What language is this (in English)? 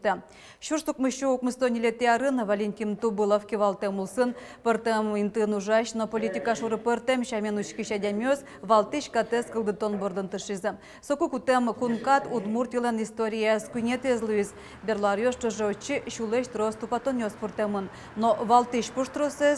Udmurt